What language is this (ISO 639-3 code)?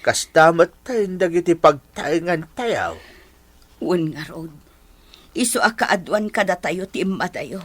ilo